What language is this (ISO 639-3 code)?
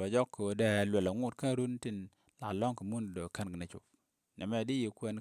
nus